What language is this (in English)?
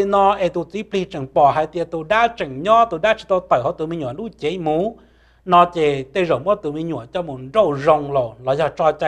Hmong